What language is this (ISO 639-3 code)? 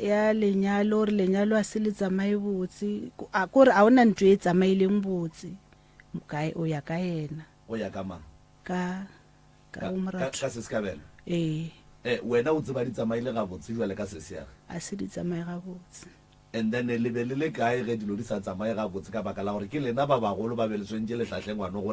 nso